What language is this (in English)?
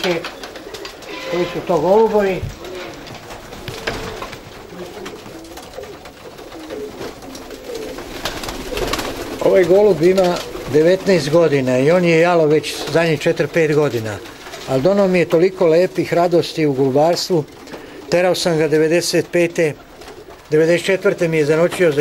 Serbian